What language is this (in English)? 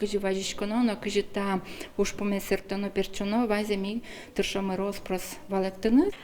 Udmurt